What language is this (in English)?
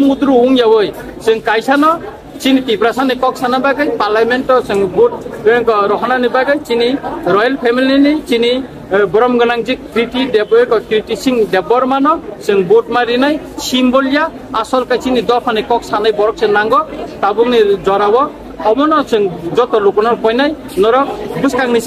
Kok Borok